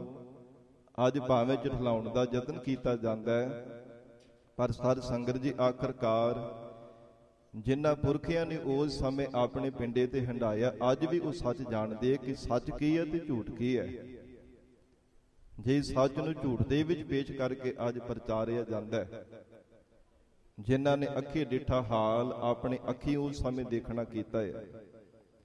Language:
Punjabi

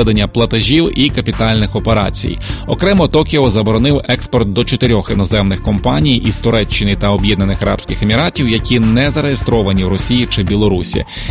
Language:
Ukrainian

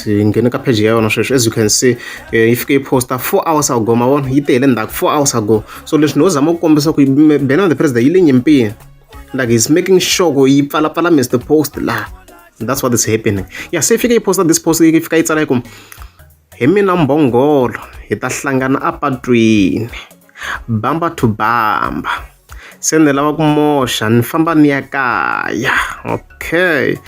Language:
Tsonga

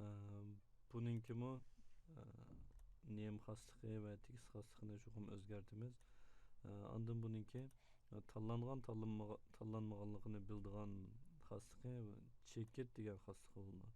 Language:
Uyghur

